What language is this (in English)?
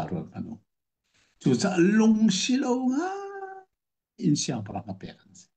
Hakha Chin